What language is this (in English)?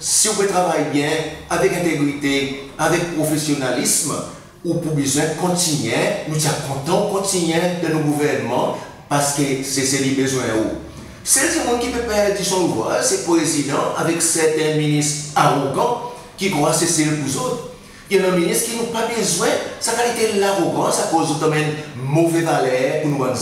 Seselwa Creole French